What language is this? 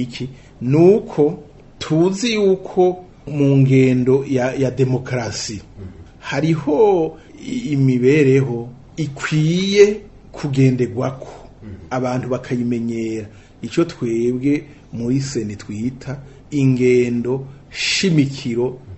Rundi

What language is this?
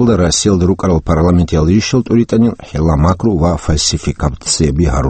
Avaric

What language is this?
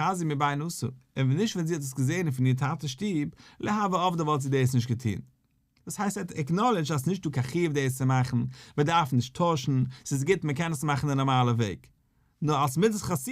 Yiddish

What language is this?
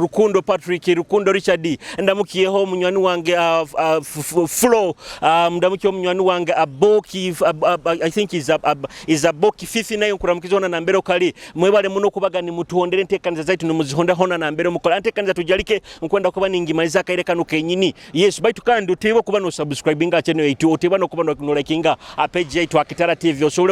Nyoro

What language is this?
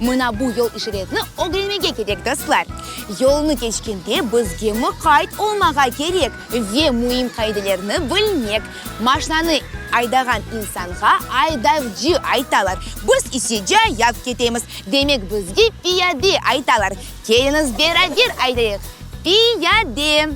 Crimean Tatar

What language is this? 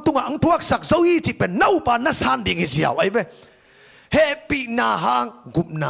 Tedim Chin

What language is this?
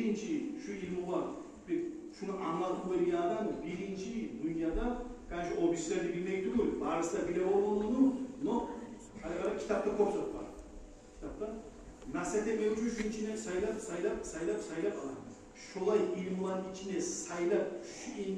Kumyk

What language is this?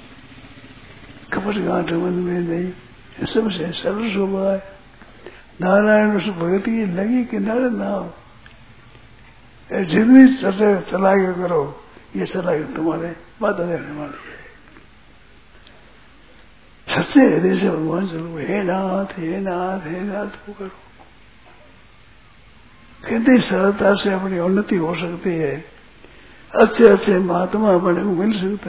Hindi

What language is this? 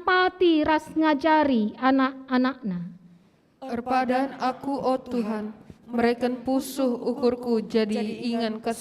Batak Karo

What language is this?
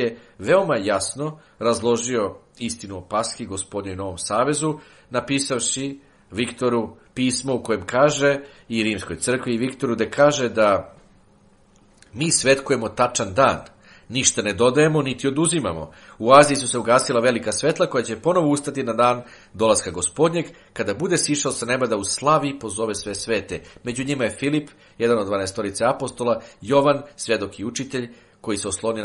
Serbian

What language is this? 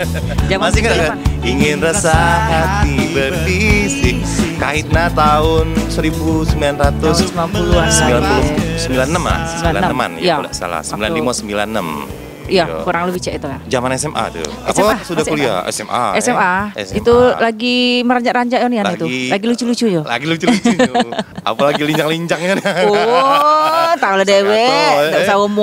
Musi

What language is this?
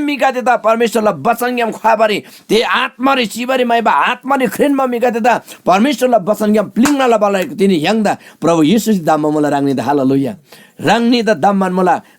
Eastern Tamang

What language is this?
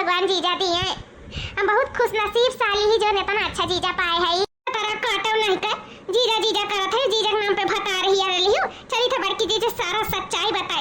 Awadhi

